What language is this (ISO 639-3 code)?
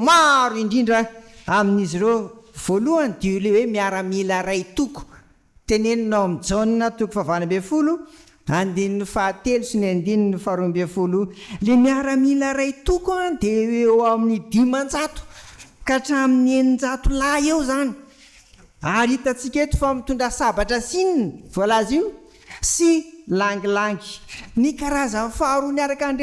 mlg